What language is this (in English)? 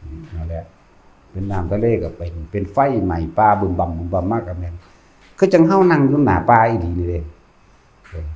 Northeastern Thai